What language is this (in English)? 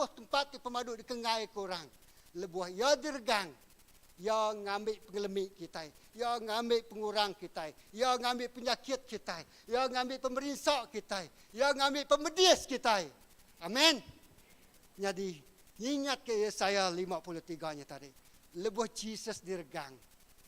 Iban